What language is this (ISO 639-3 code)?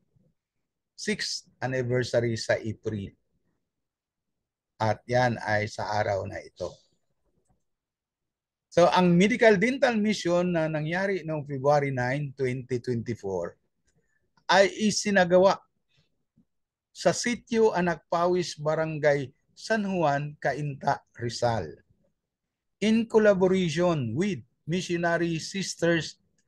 fil